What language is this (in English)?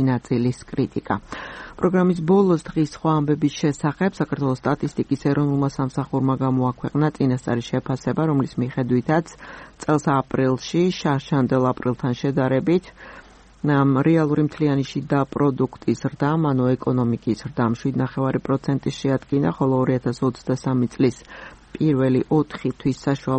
Georgian